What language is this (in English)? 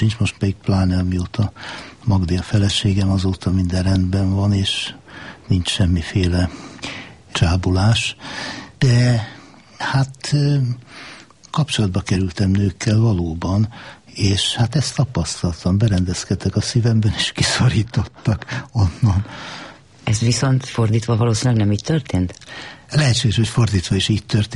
Hungarian